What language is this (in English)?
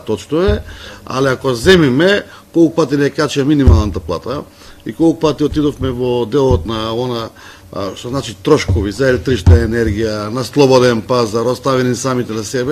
Macedonian